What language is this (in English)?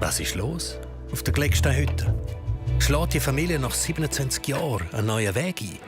Swiss German